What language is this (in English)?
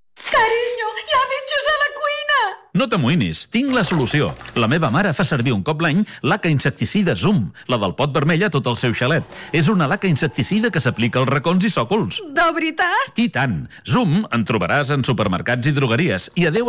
Catalan